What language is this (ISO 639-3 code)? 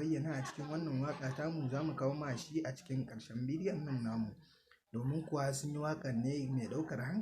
hau